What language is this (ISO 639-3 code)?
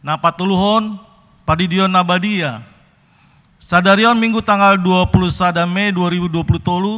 bbc